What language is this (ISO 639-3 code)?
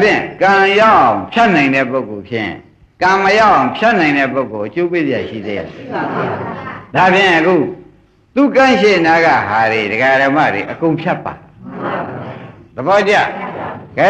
mya